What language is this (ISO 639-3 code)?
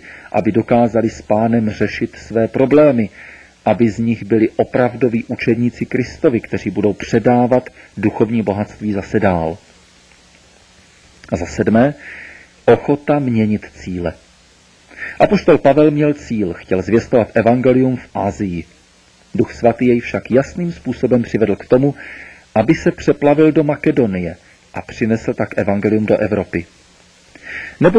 ces